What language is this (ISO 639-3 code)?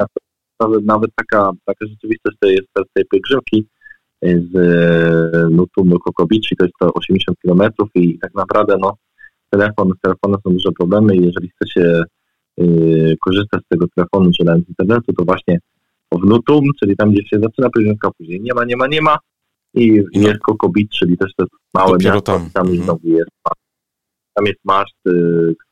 pol